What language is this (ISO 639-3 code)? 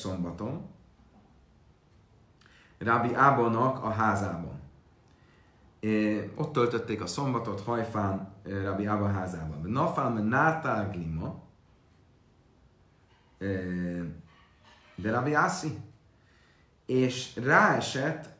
hun